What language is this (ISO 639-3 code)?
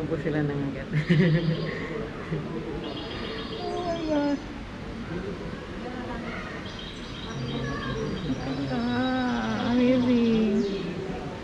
fil